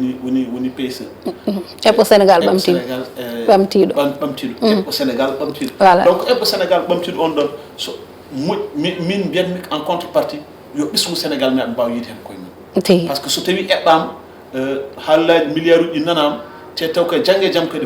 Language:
Fula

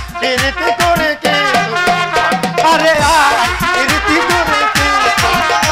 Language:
Bangla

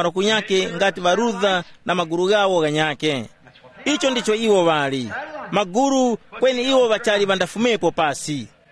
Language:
Tumbuka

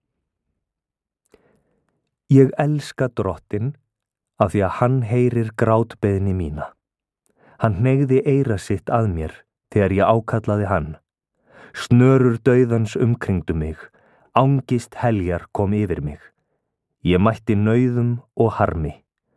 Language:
Icelandic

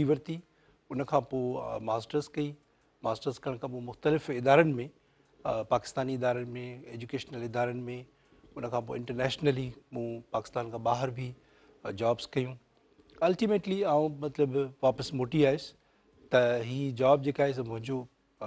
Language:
Sindhi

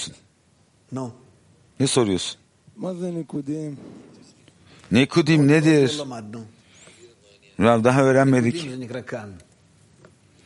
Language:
Turkish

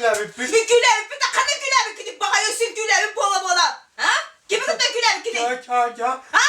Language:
Yakut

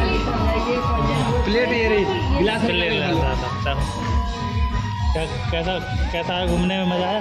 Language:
Hindi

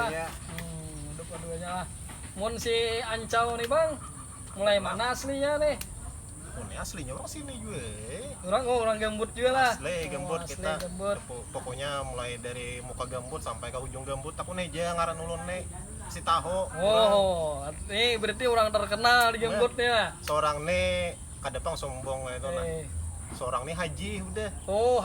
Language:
Banjar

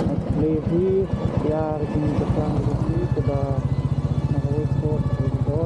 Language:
Khasi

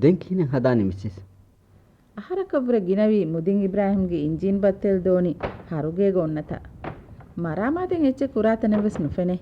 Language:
Divehi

